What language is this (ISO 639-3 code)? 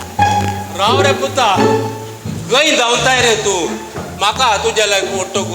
kok